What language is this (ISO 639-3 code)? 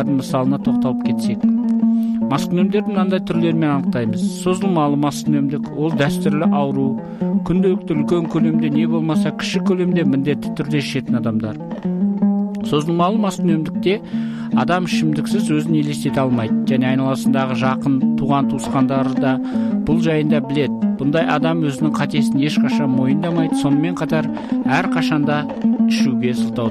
kaz